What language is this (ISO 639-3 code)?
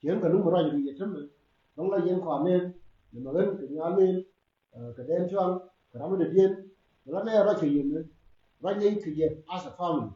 nus